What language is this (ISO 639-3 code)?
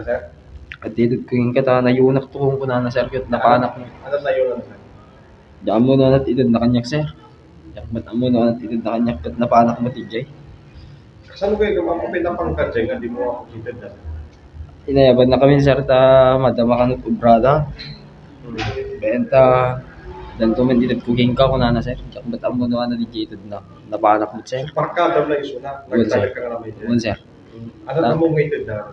ilo